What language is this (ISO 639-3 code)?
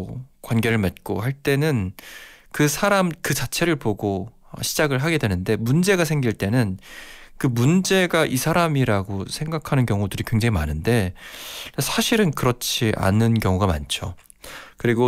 kor